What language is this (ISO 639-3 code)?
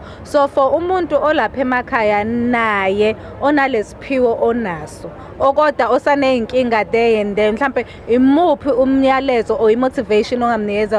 zul